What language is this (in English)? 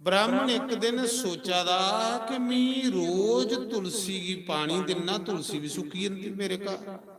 Dogri